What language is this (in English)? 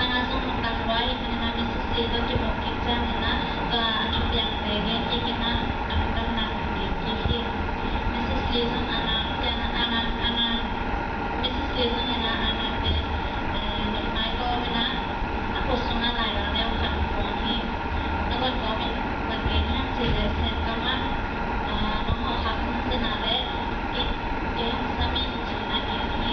Tedim Chin